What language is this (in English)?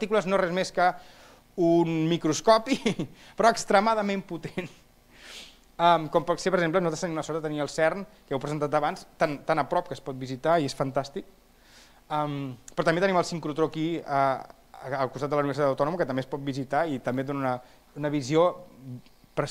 Catalan